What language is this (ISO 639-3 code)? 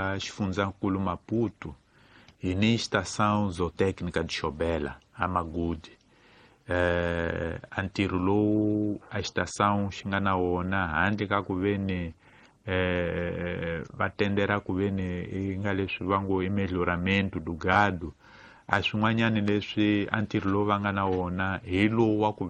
tso